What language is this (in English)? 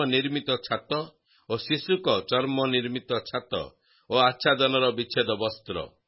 Odia